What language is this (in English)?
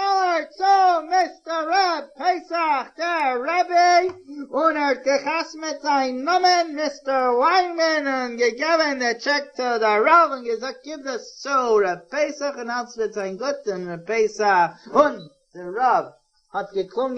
Yiddish